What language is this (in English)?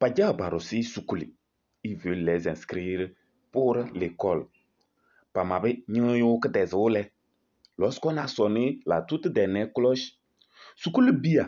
Kabiyè